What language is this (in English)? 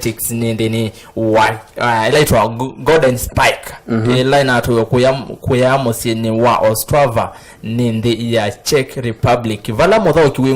Kamba